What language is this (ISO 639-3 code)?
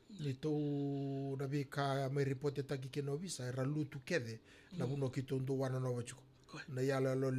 fij